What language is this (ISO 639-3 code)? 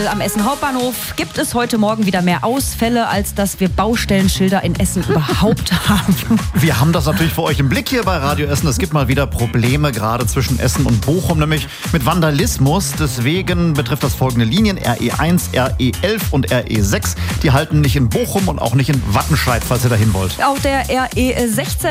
deu